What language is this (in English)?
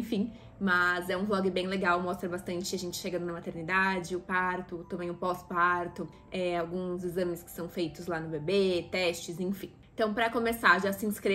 Portuguese